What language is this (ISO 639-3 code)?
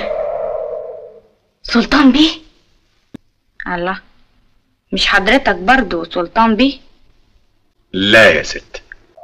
arz